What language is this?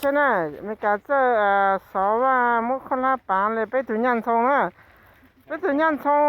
Hmong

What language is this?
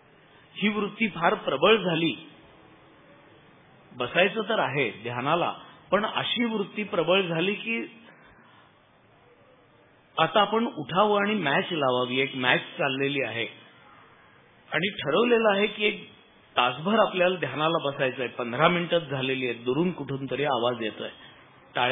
Marathi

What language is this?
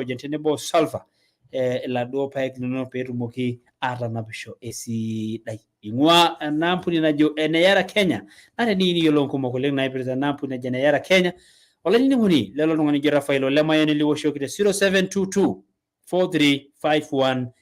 Masai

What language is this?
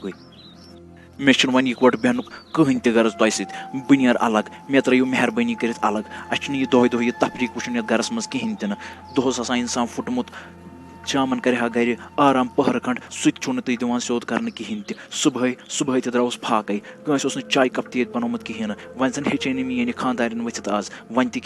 Kashmiri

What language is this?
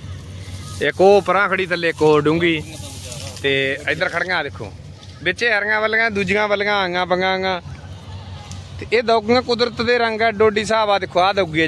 Punjabi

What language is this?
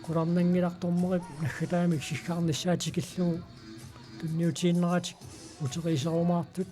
Kalaallisut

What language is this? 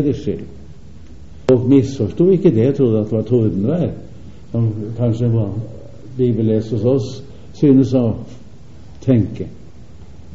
Norwegian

